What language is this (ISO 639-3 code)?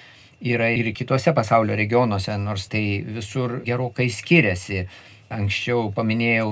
lit